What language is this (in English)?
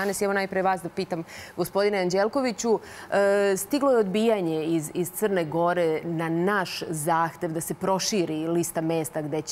Serbian